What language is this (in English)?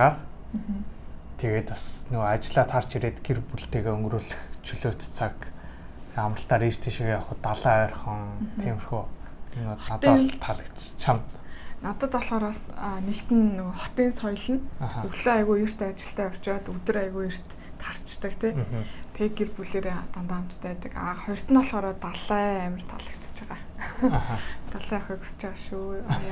Mongolian